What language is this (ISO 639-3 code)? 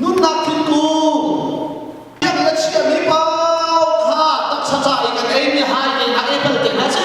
cnh